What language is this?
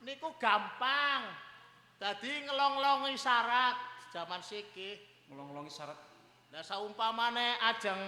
Javanese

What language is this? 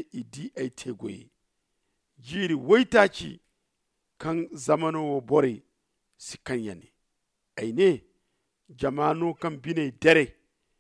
Zarma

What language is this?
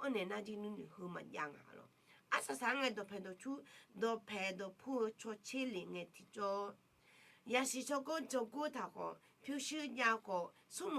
Akha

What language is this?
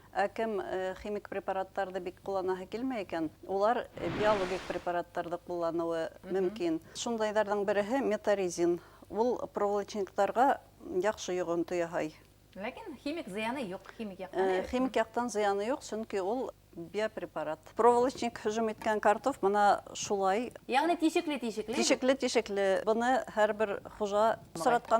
Bashkir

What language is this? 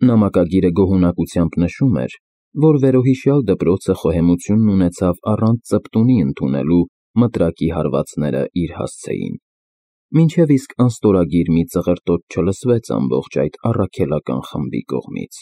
Armenian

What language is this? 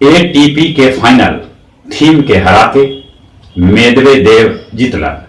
Magahi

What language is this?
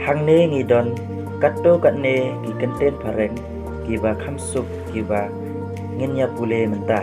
Khasi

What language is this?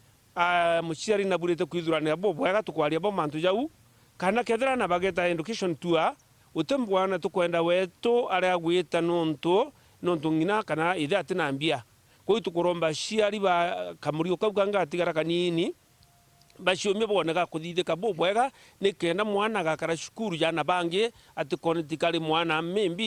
Meru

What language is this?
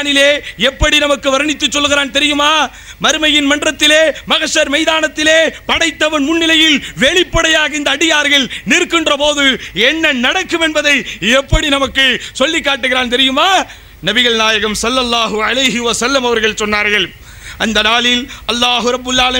Tamil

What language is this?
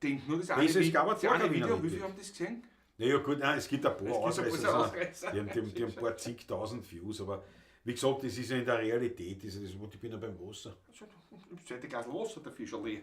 Bavarian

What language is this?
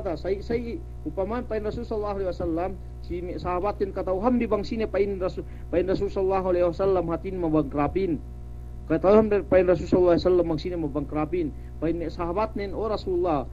Yakan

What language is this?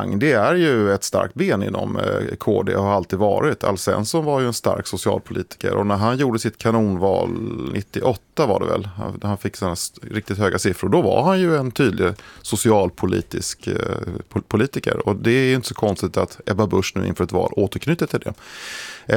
Swedish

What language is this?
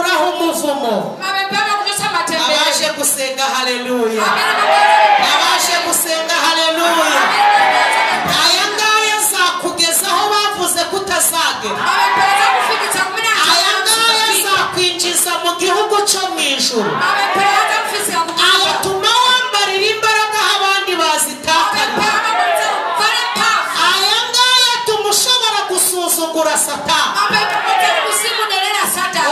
Kinyarwanda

